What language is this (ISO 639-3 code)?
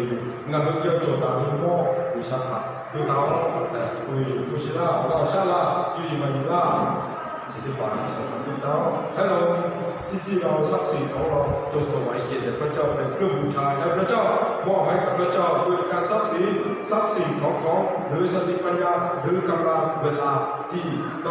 lhu